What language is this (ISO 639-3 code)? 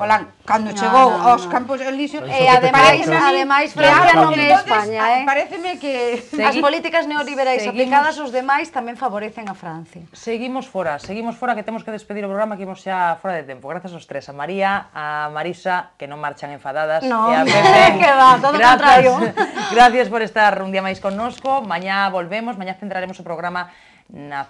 glg